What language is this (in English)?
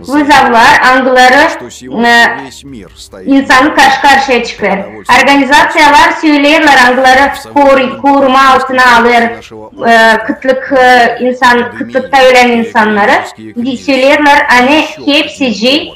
Gagauz